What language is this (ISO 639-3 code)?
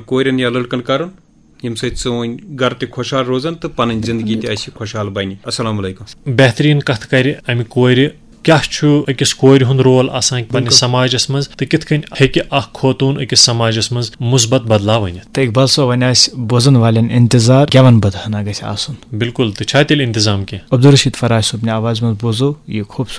kas